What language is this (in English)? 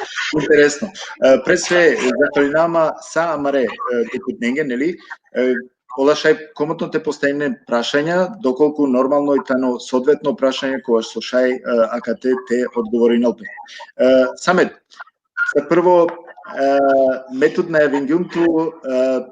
Balkan Romani